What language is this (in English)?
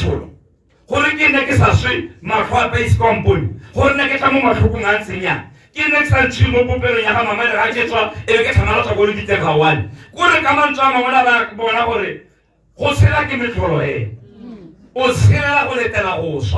Tswana